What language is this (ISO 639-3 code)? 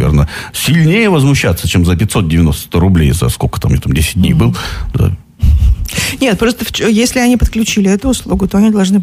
rus